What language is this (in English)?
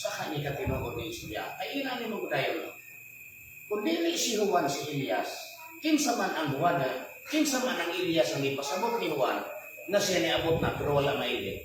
Cebuano